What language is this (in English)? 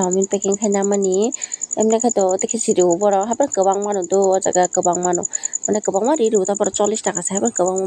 Kok Borok